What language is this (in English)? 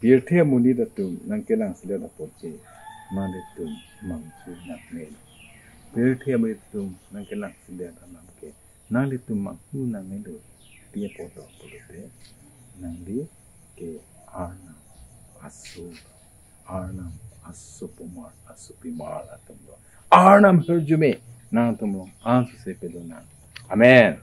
Karbi